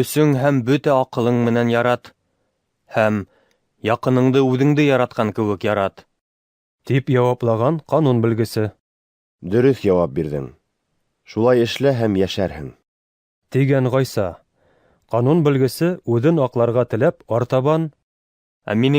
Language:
Bashkir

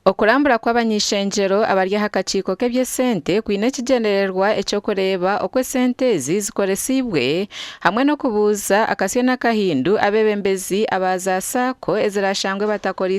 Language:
Nyankole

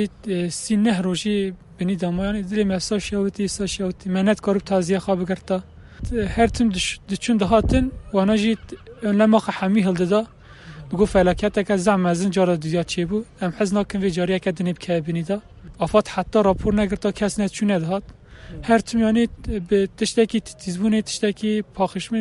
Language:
Kurdish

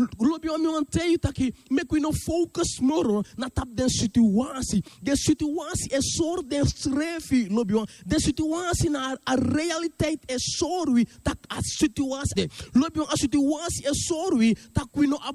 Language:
Sranan Tongo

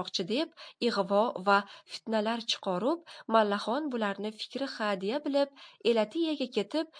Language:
Uzbek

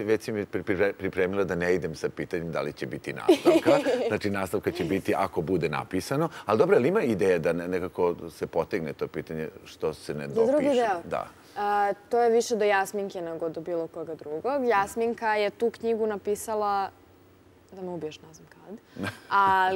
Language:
Serbian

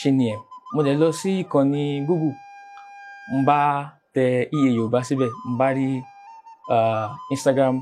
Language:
Yoruba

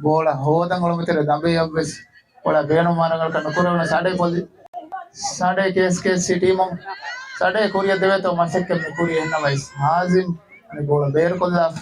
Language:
Divehi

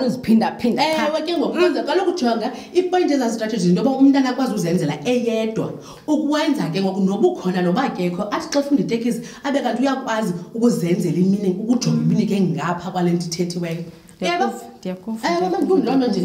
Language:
Xhosa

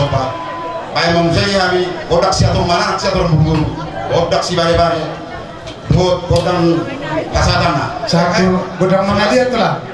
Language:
Batak Toba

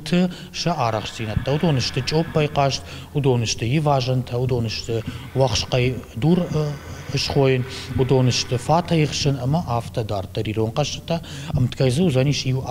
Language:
Ossetic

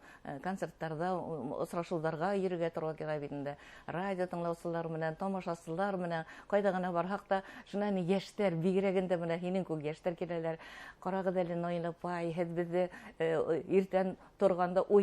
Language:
Bashkir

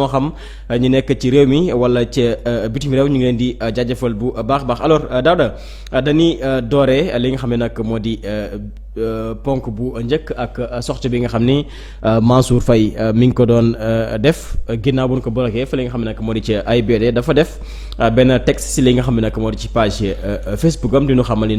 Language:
Wolof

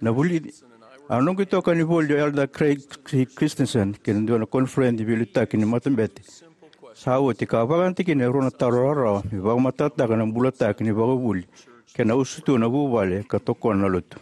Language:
Fijian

